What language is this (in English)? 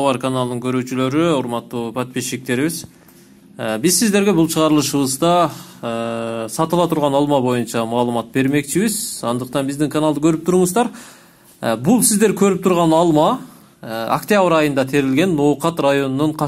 Kyrgyz